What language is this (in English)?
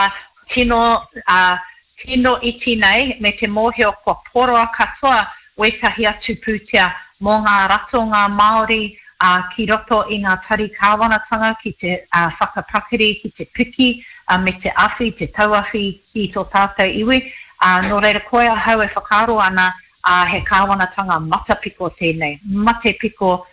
Māori